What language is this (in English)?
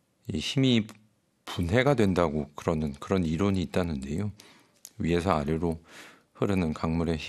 Korean